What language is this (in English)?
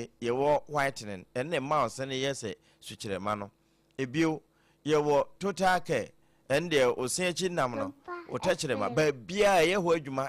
Akan